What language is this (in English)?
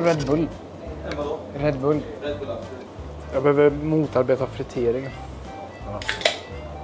Swedish